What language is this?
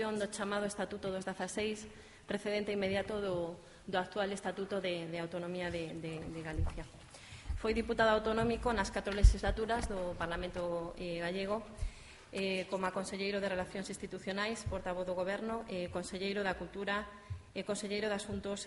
Galician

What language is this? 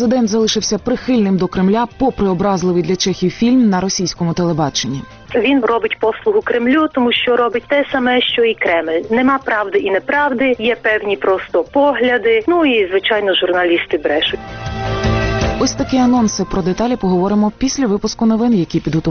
Ukrainian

